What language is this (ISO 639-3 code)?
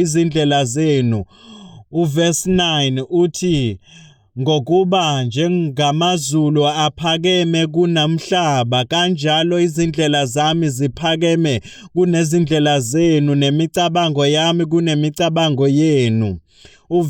zul